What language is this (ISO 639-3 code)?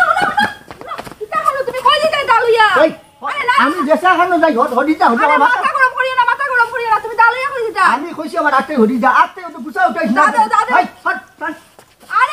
syl